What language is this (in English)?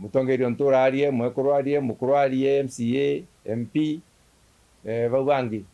Meru